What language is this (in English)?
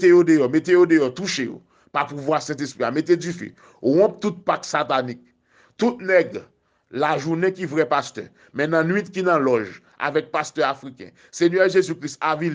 Haitian Creole